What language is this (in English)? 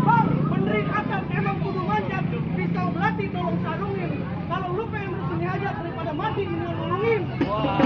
Betawi